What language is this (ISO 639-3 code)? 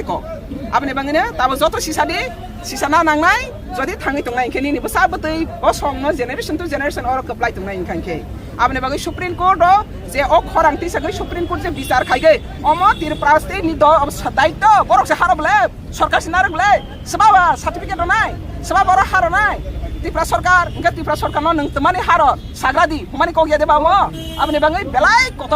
ria